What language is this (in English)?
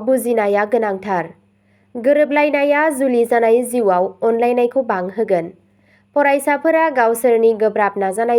Bodo